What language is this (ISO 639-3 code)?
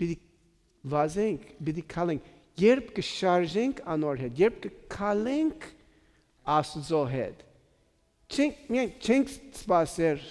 hye